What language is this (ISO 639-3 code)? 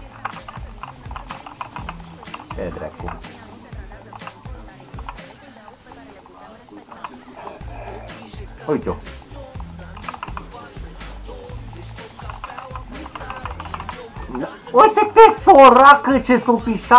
ron